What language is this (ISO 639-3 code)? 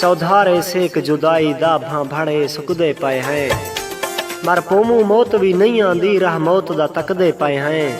skr